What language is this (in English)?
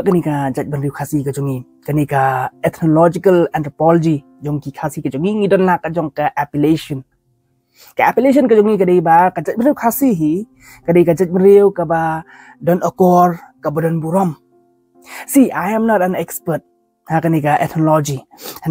Khasi